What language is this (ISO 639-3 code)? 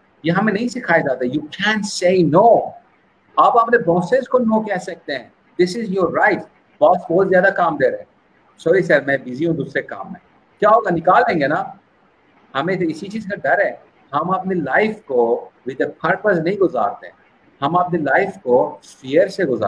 urd